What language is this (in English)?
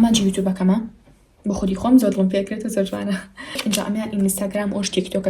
Central Kurdish